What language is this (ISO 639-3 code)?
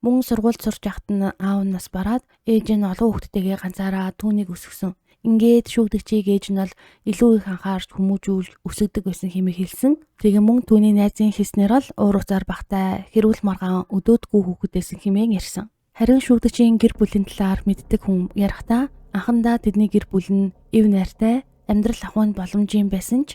mon